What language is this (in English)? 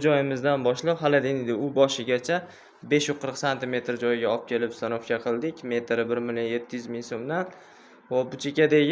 Uzbek